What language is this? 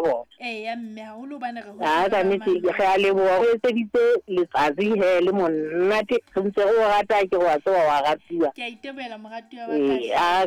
Southern Sotho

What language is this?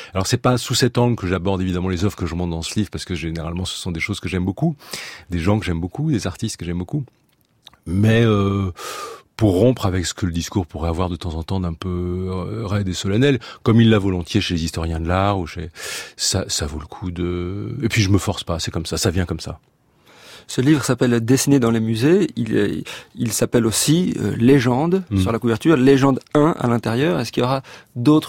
French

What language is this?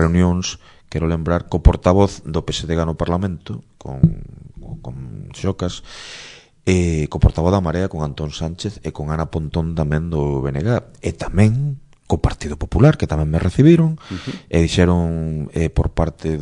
Galician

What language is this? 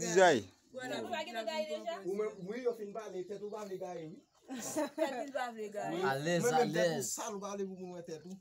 Haitian Creole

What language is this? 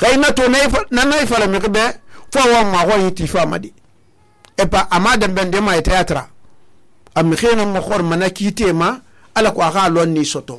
Susu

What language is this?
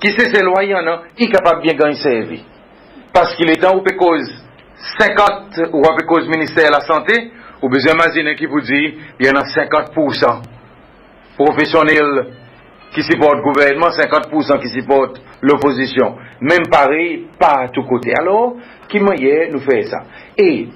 Seselwa Creole French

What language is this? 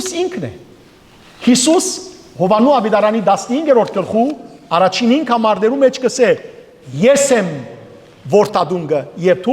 Western Armenian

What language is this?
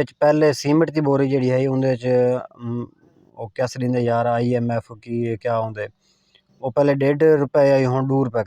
Saraiki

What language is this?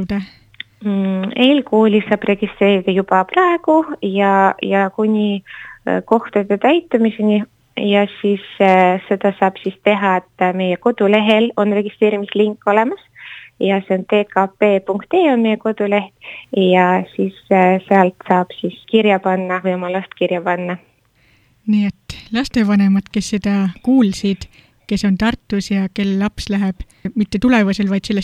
Estonian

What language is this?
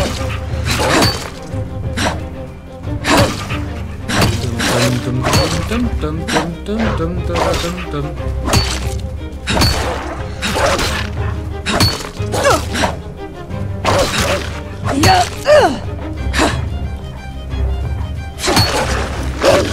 German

